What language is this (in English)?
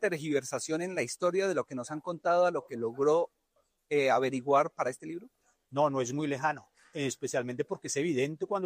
Spanish